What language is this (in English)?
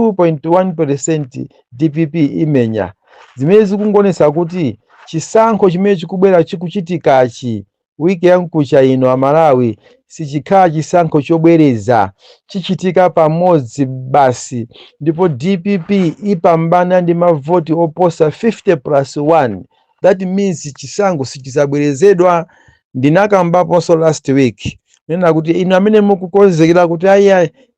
Nyanja